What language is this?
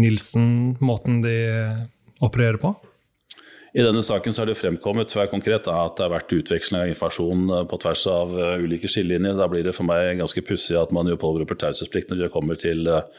Norwegian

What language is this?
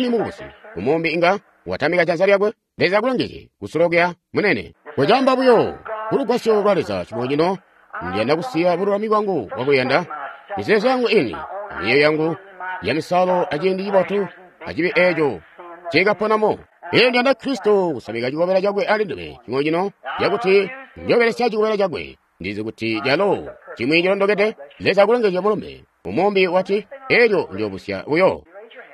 Tonga (Zambia)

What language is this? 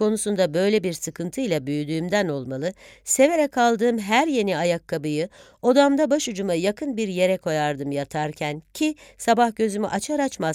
Turkish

